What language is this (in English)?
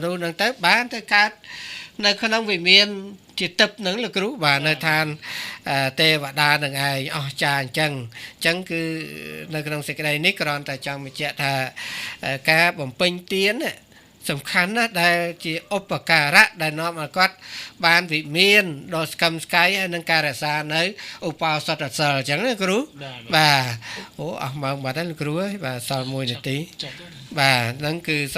Khmer